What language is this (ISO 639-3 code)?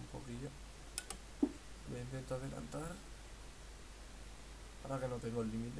spa